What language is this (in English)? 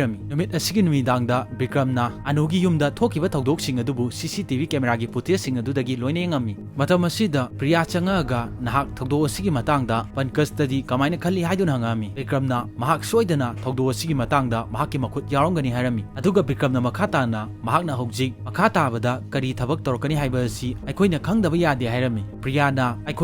Manipuri